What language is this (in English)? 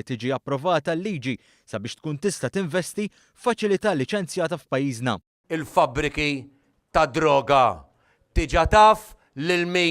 Maltese